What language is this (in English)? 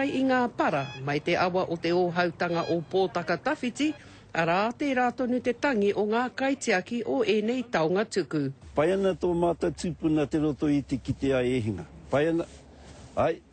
Māori